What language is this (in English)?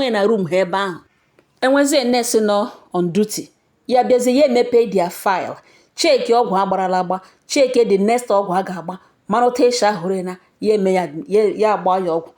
Igbo